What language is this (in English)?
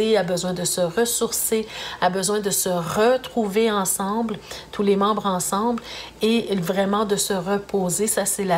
French